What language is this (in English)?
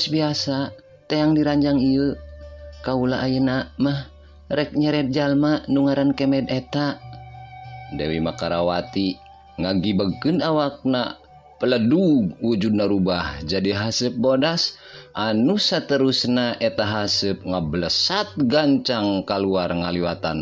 Sundanese